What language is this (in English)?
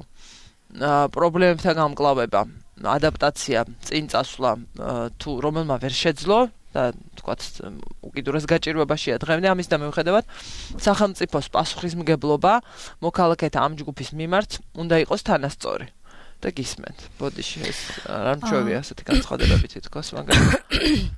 Georgian